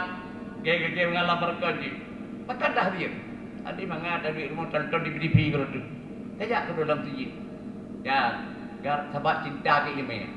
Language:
Achinese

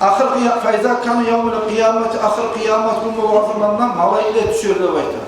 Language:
Kumyk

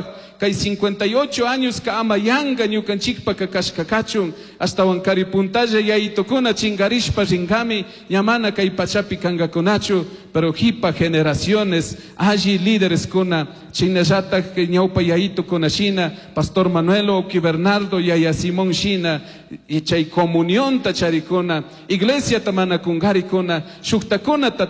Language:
Chimborazo Highland Quichua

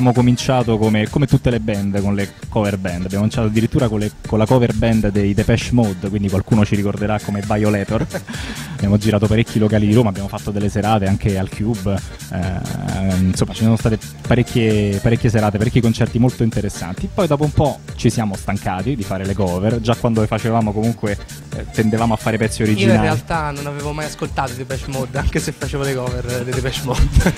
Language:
Italian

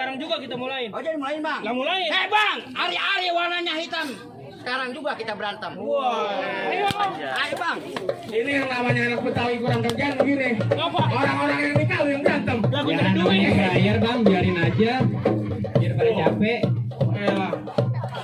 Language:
Betawi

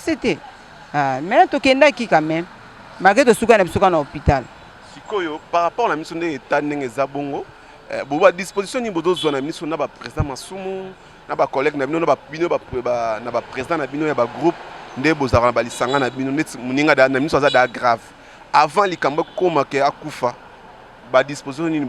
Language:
Lingala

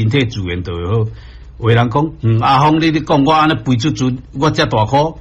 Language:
Min Nan Chinese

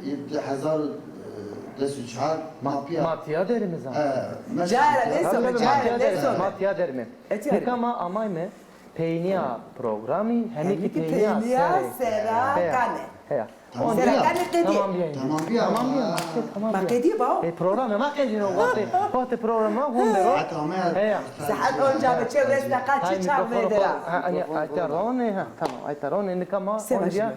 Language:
Zaza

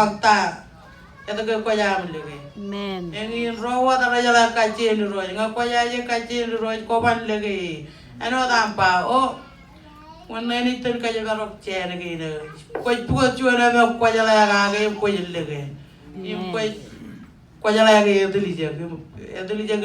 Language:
Marshallese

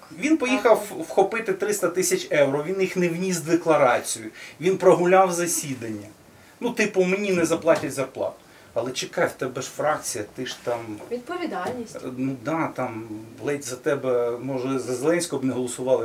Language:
Ukrainian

